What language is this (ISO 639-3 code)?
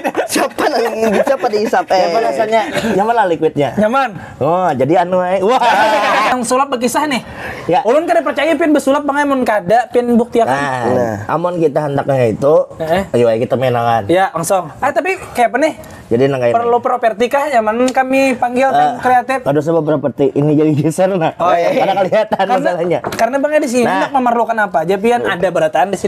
bjn